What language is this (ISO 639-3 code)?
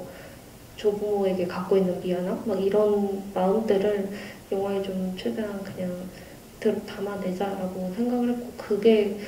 kor